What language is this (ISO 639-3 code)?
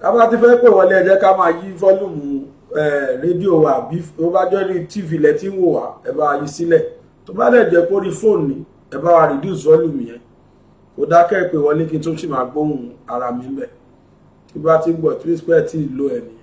yor